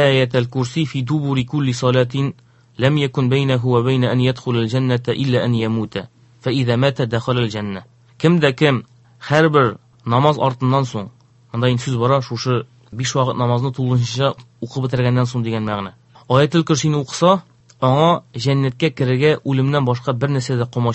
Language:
Tatar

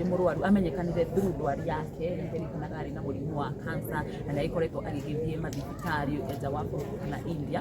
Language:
Kikuyu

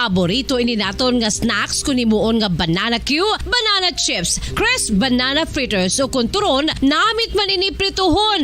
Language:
Hiligaynon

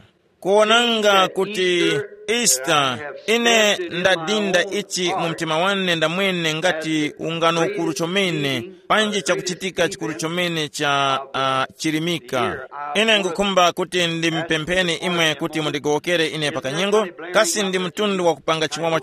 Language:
Tumbuka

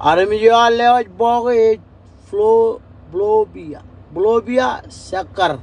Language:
Marshallese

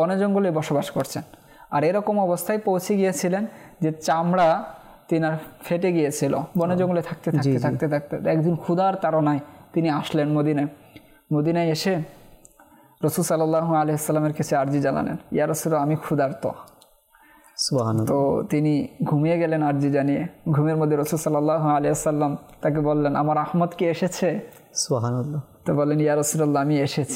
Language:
Bangla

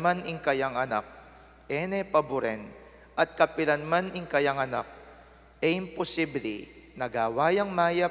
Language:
Pampanga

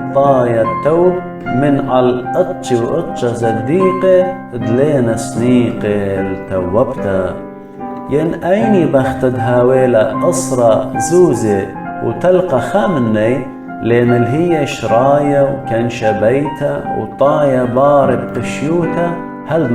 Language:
Assyrian Neo-Aramaic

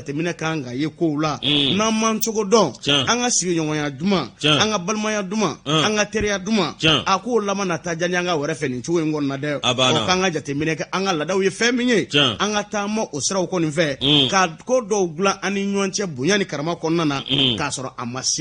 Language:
Bambara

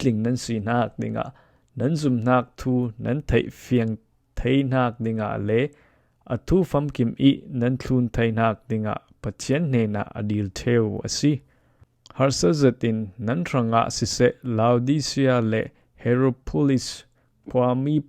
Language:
Falam Chin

